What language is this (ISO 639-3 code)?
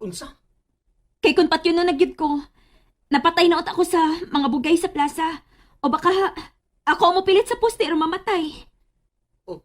ceb